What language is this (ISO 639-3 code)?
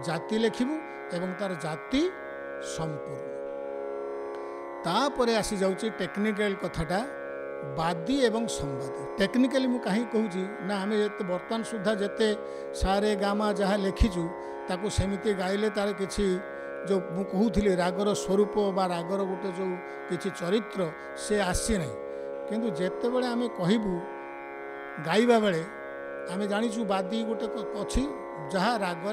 ori